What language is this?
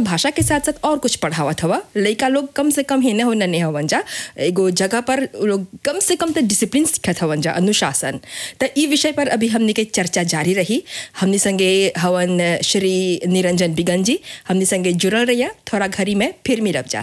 Bhojpuri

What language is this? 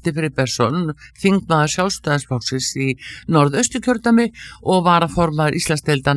Icelandic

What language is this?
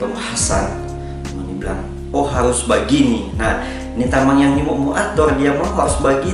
Manado Malay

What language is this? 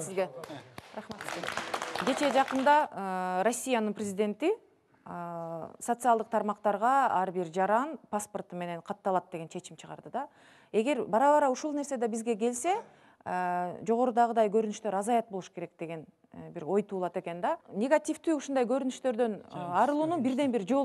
Kyrgyz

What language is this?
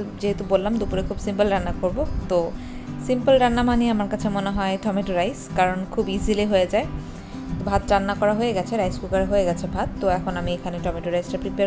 Bangla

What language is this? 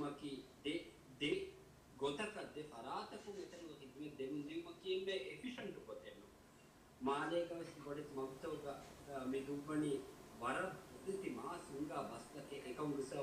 Divehi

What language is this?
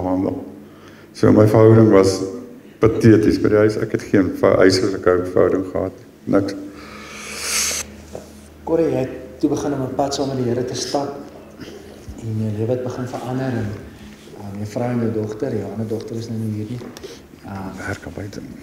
Afrikaans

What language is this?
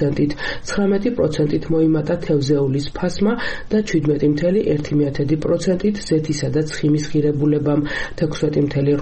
Georgian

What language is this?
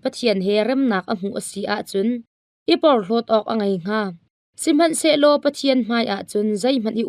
Hakha Chin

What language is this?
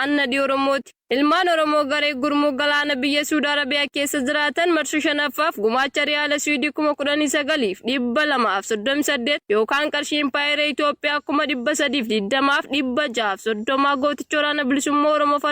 Oromo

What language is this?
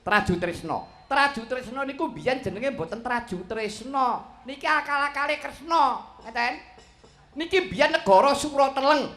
Javanese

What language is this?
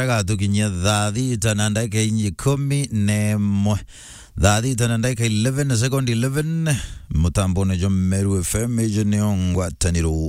Meru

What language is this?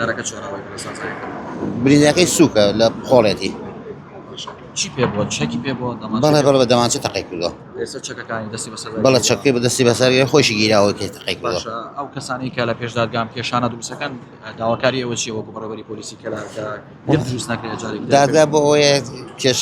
Central Kurdish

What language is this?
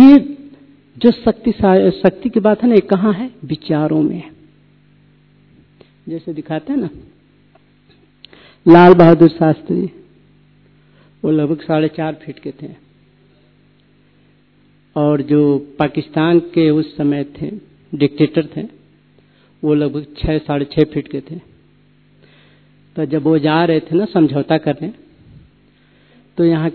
Hindi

